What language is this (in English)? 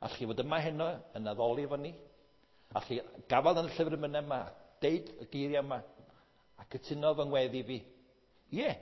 Welsh